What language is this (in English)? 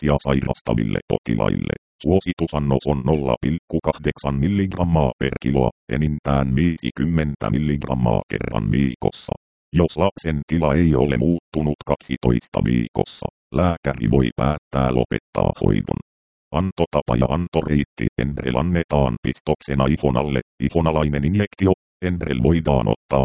Finnish